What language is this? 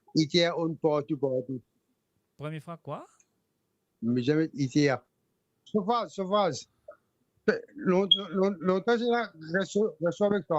Morisyen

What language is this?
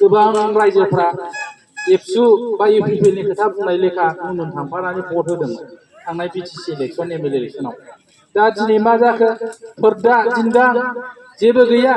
Bodo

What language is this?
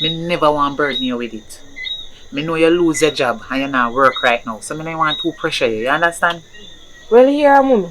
Jamaican Creole English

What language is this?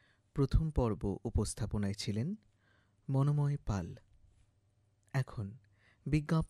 Bangla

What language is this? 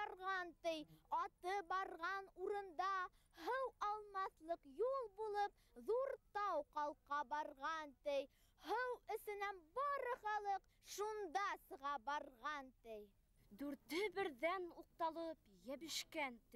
Bashkir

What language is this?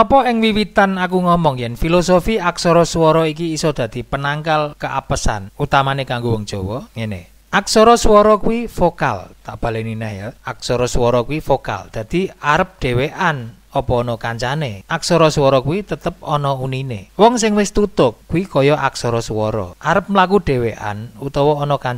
Javanese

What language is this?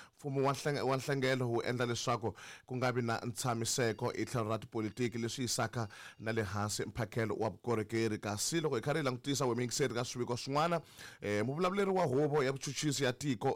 Tsonga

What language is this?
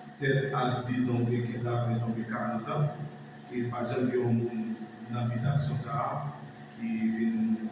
Haitian Creole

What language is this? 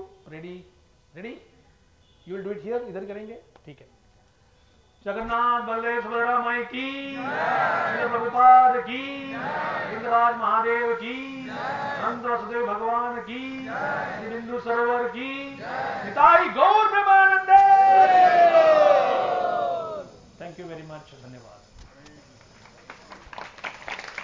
Hindi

